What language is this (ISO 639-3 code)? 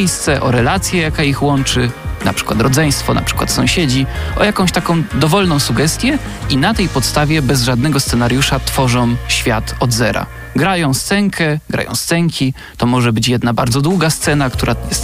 pol